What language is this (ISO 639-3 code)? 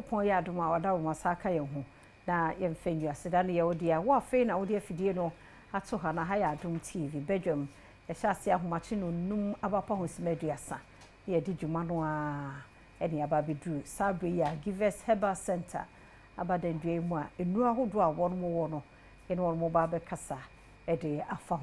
aka